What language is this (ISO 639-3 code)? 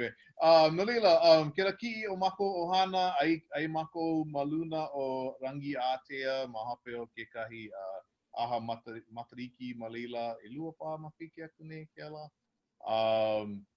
haw